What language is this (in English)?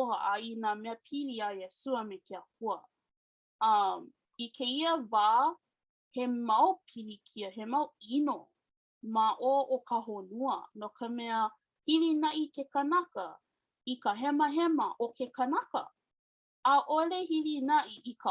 Hawaiian